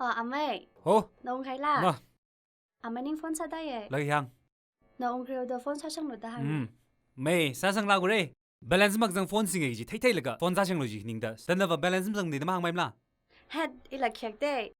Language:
Tangkhul Naga (India)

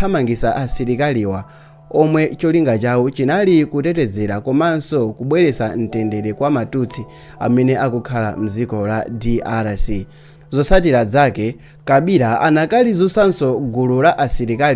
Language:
Nyanja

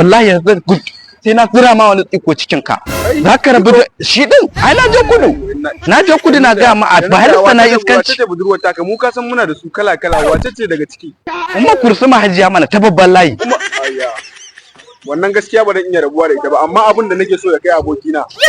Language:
Hausa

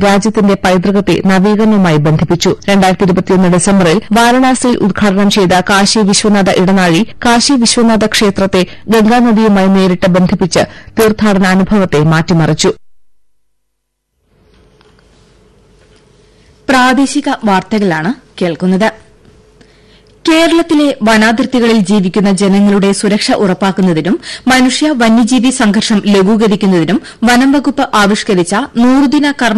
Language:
Malayalam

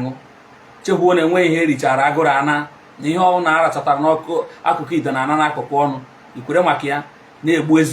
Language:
Igbo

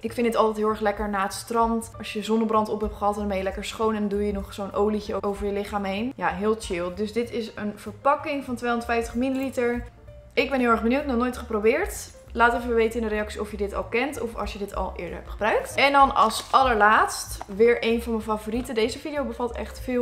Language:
Dutch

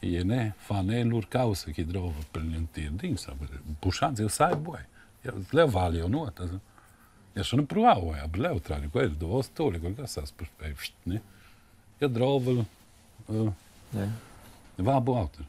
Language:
Romansh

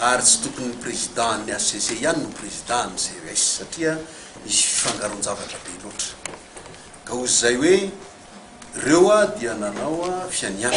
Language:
Malagasy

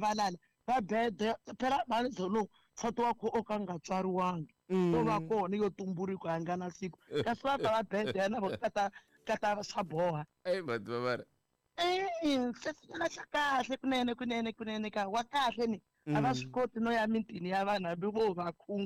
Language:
Tsonga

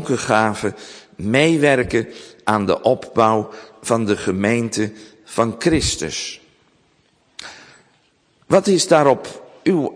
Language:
Dutch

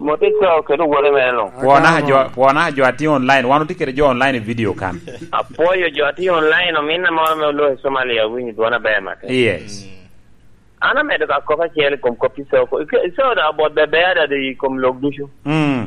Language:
Lango (Uganda)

